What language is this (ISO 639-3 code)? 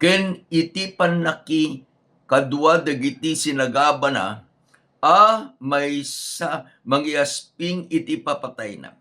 ilo